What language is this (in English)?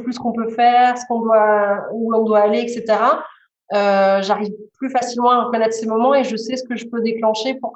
French